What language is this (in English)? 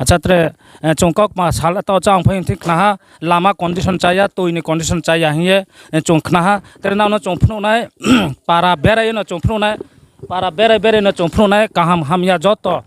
Riang (India)